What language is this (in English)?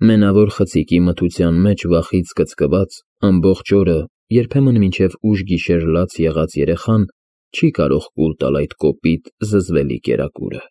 Armenian